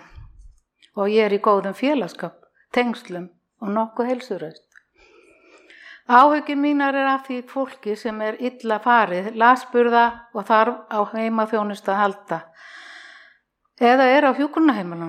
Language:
Icelandic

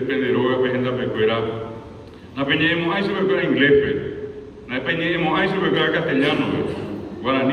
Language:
Guarani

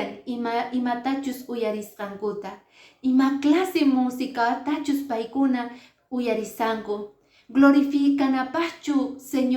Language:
Quechua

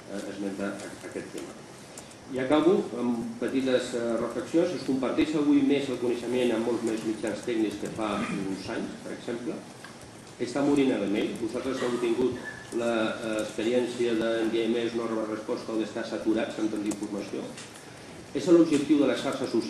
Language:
Catalan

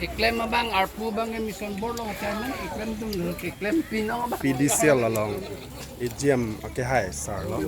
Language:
Karbi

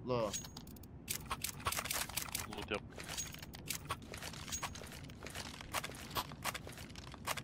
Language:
Turkish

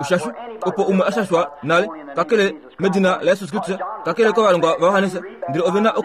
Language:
Kuanyama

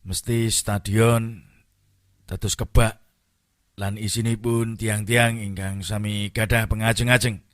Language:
Javanese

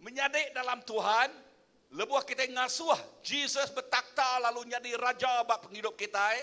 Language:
Iban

